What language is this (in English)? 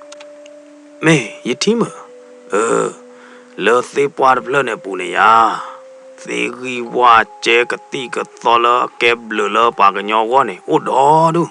S'gaw Karen